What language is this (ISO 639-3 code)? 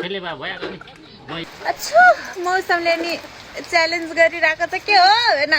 nep